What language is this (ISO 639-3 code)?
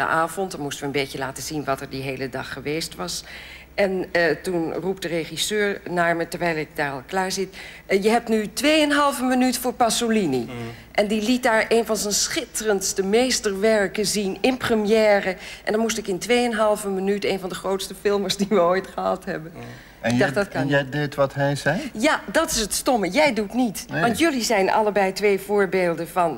nld